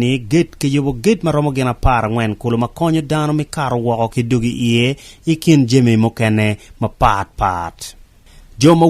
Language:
Acoli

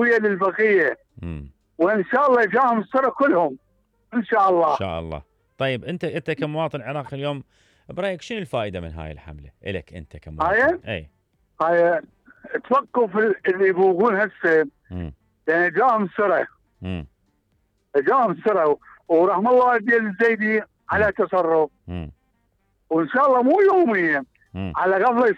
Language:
Mesopotamian Arabic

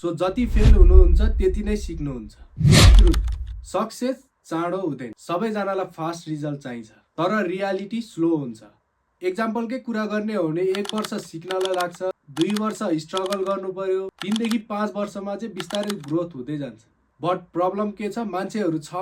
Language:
Nepali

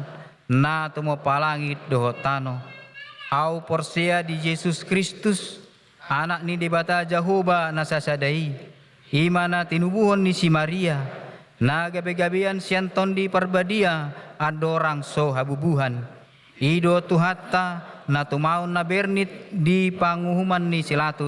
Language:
Batak Toba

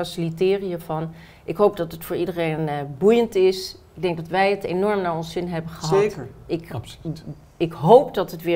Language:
Dutch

